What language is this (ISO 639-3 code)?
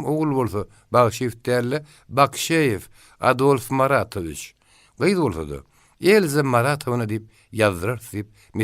tuk